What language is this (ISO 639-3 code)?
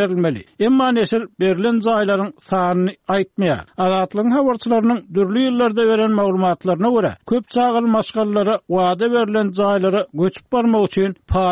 tuk